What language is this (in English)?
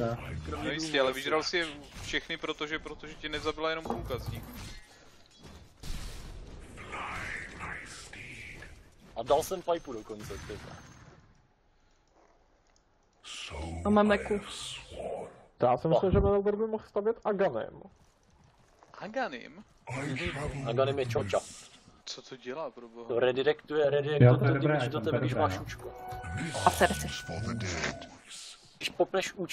Czech